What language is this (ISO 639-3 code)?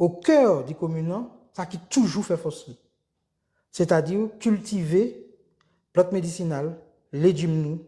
gcf